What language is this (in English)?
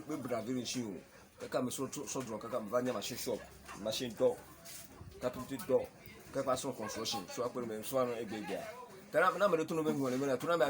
Ewe